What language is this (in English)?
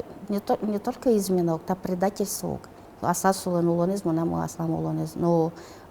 Udmurt